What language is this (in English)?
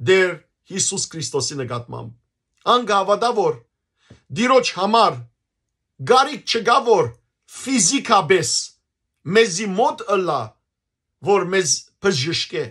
Western Armenian